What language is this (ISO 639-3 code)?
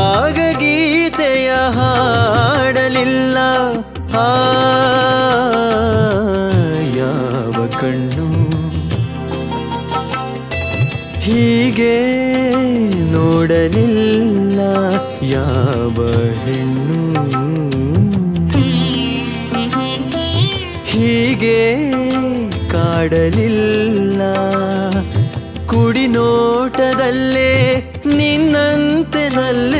kan